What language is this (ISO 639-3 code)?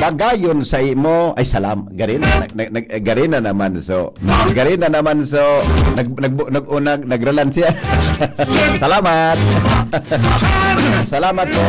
bik